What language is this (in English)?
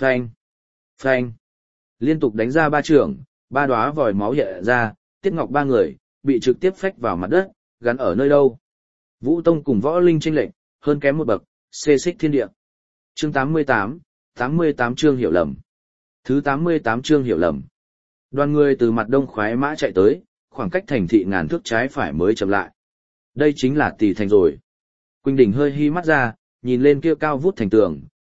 Vietnamese